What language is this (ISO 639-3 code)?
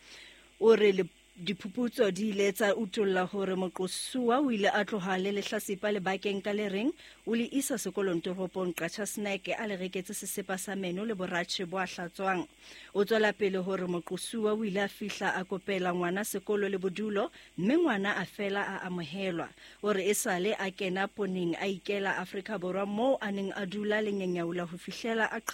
sot